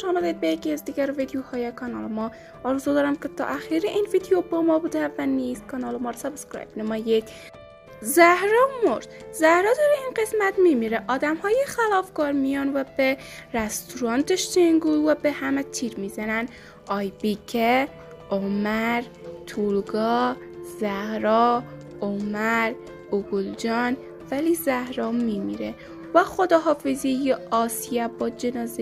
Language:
Tajik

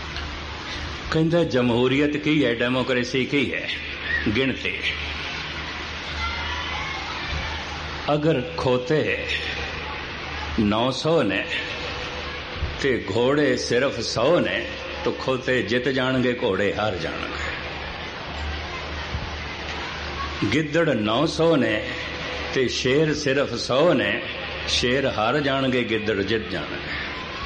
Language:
Punjabi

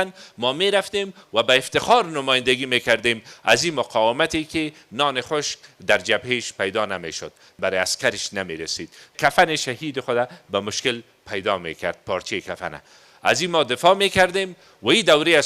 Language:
Persian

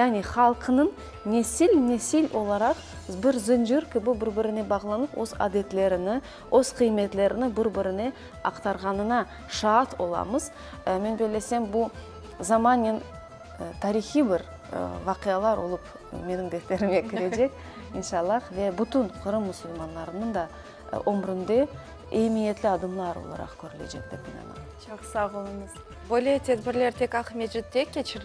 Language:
Crimean Tatar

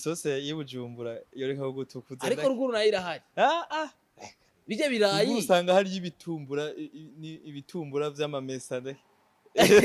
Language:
Rundi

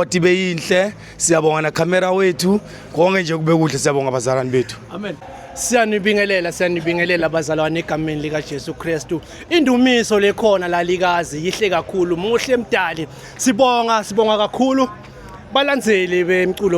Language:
Zulu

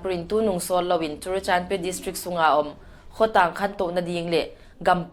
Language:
Paite Chin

